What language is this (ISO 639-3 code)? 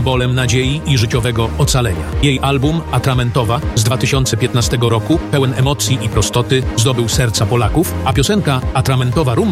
pol